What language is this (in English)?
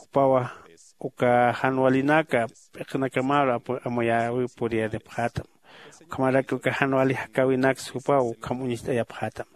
Aymara